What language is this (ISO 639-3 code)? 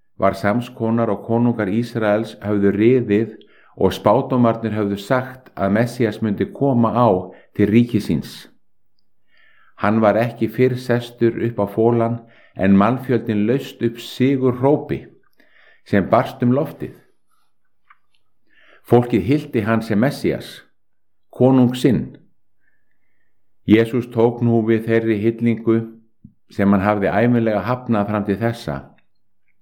isl